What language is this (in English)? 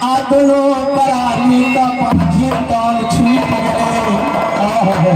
Maithili